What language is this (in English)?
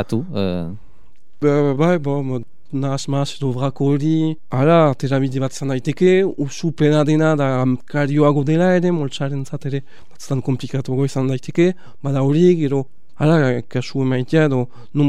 Basque